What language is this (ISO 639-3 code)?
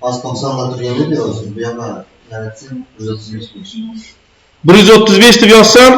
uzb